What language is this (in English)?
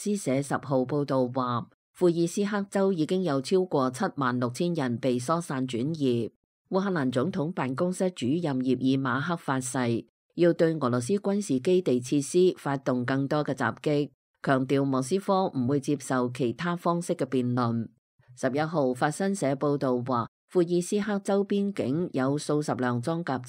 Cantonese